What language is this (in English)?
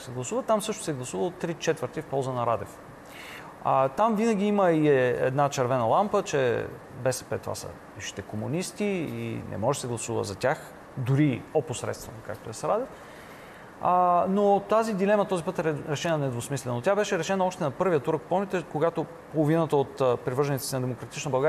Bulgarian